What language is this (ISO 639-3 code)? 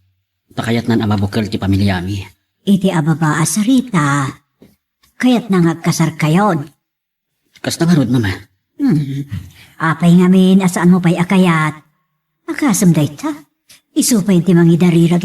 ilo